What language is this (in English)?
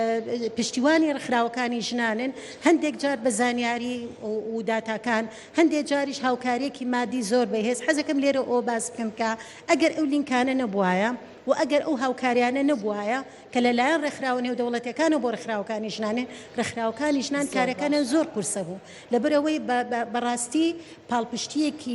Central Kurdish